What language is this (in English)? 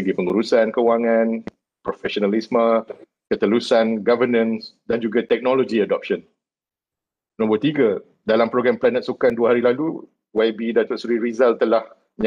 Malay